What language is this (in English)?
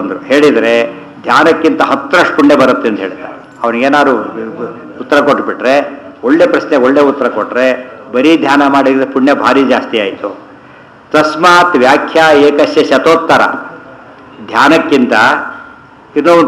Kannada